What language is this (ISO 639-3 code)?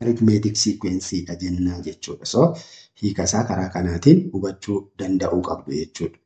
orm